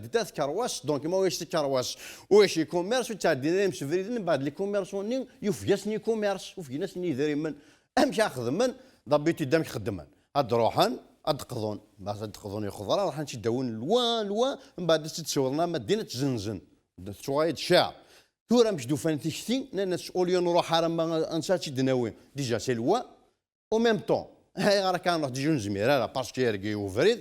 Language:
Kabyle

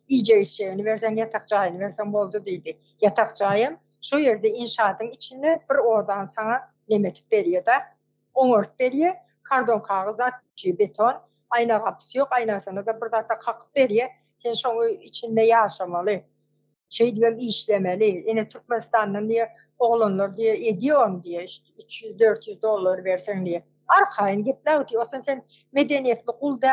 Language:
Turkmen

